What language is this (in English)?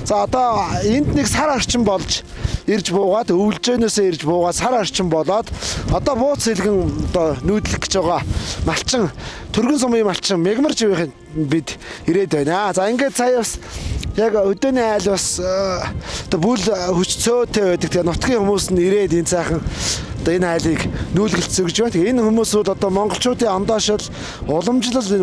Mongolian